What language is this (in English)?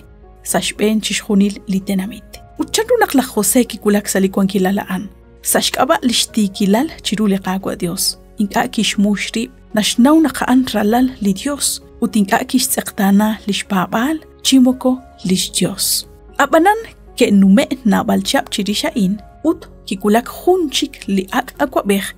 Kekchí